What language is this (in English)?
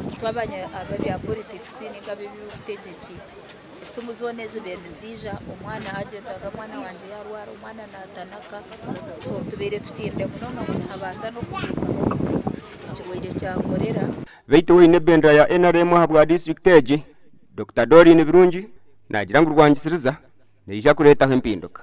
Nyankole